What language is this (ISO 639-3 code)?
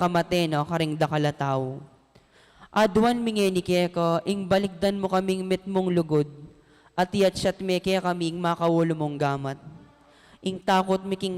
pam